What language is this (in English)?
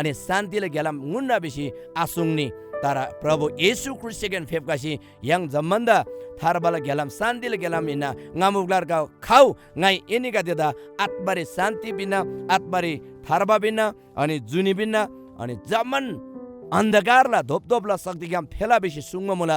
Eastern Tamang